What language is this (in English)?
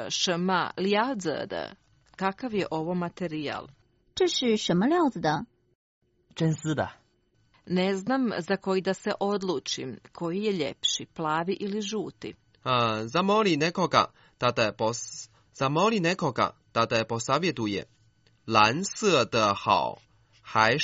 Croatian